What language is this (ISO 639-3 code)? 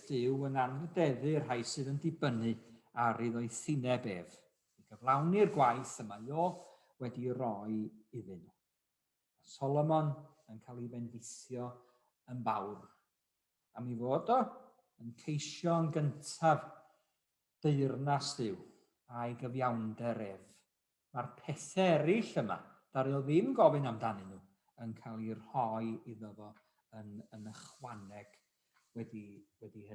cym